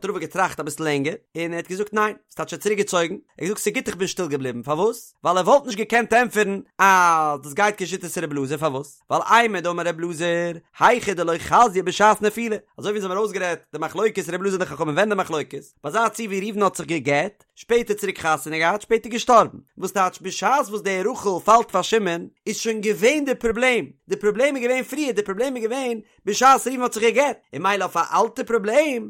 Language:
Yiddish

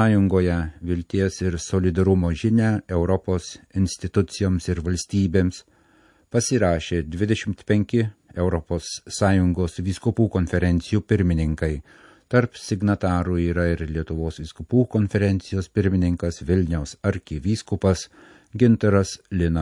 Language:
Lithuanian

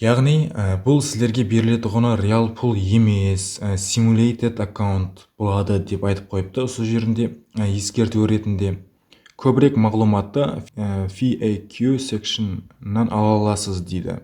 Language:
Kara-Kalpak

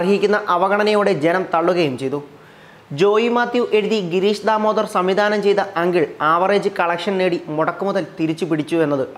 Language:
Malayalam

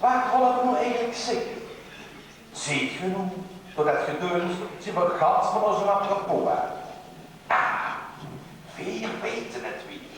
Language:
Limburgish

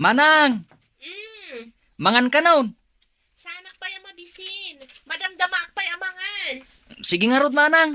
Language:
Iloko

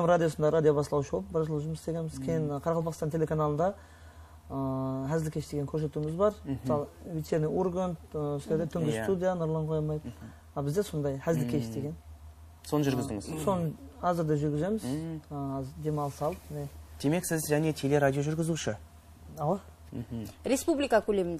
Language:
Kara-Kalpak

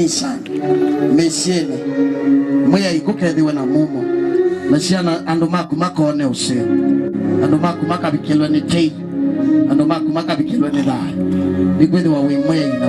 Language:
Kamba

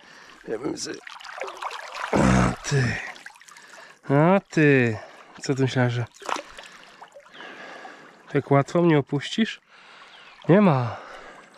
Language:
Polish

